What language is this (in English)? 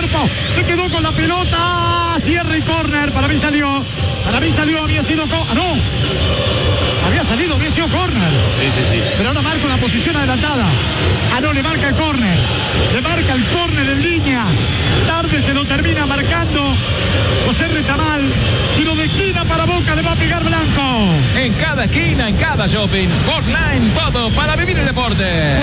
Spanish